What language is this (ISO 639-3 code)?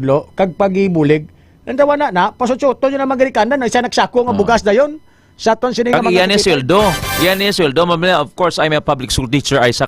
hil